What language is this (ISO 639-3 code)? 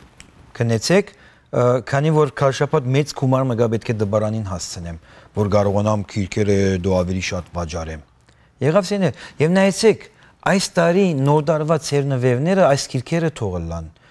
hyw